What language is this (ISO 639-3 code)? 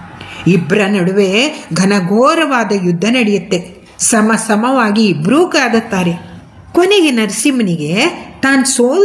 kan